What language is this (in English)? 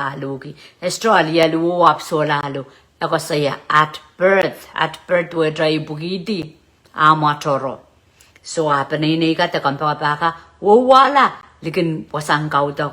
Pohnpeian